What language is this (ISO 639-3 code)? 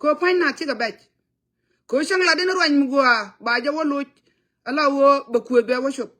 nus